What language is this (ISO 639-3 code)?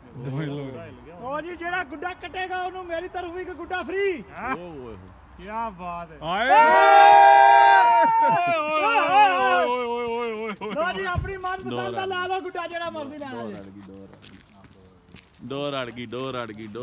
pan